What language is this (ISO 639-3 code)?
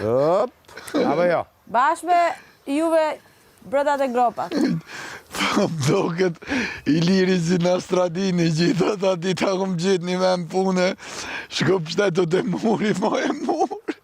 sqi